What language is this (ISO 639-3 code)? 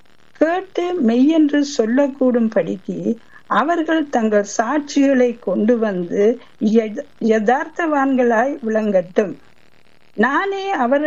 tam